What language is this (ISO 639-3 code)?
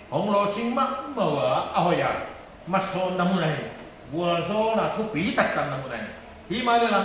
pck